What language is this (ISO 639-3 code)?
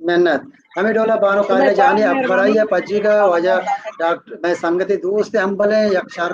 bal